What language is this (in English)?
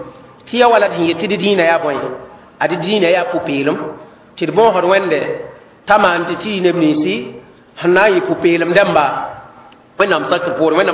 Mossi